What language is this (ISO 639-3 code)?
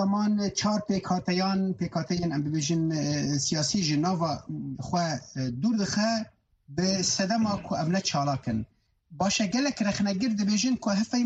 kur